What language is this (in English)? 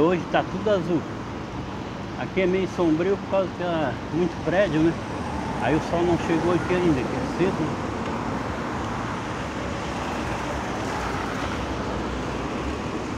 Portuguese